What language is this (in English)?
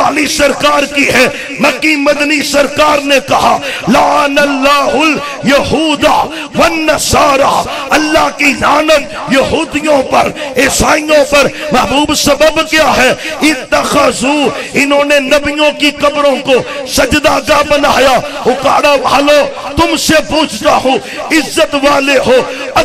Urdu